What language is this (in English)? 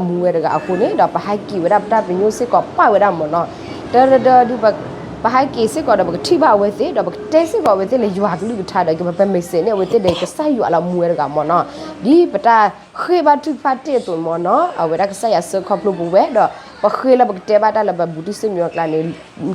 S'gaw Karen